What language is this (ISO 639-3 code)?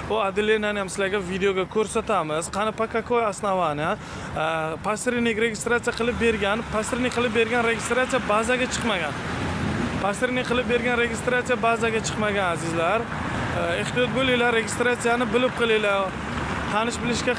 uzb